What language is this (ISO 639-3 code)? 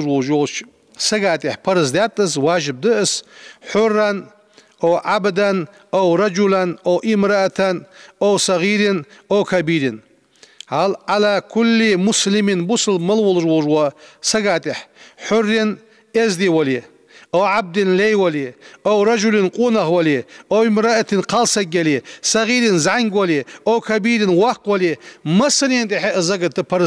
inh